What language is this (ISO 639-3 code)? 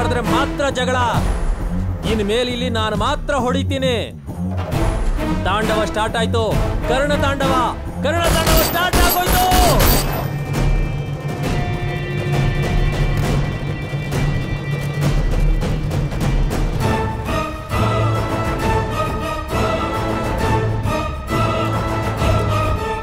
kan